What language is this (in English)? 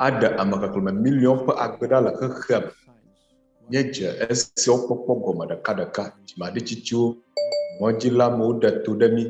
Ewe